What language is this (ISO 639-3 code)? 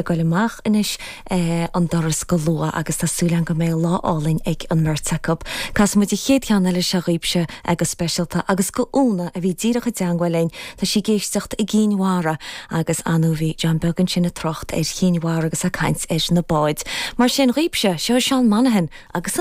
gle